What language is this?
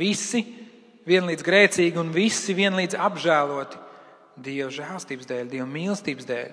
Latvian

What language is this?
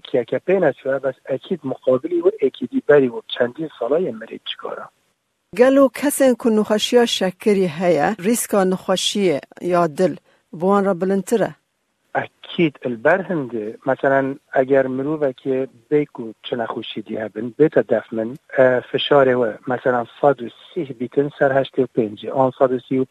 Kurdish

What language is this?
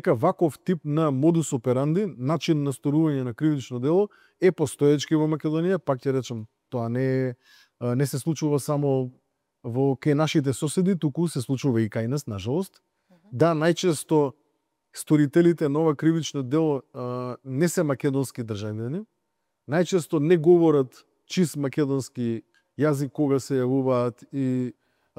Macedonian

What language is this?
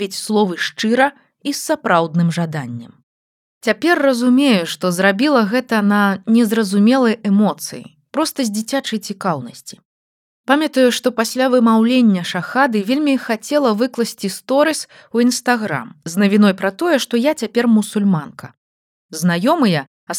Belarusian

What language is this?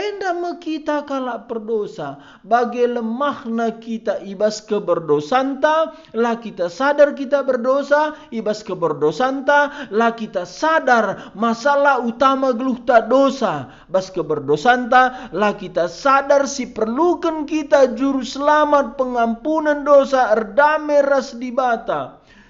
Batak Karo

